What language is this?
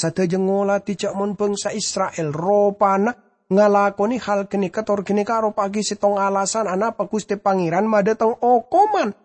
Madurese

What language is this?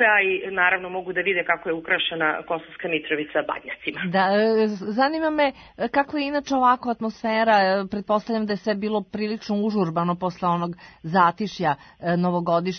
Serbian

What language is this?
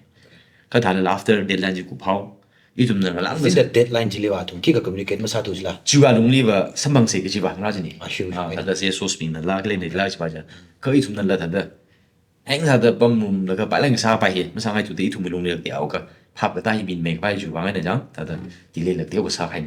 Tangkhul Naga (India)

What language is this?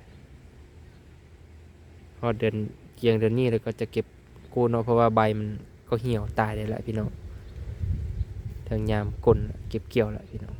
Lao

